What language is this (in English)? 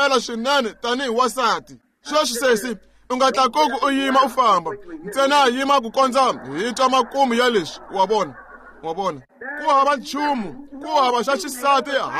Tsonga